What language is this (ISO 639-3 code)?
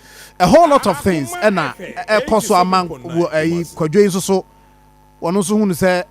aka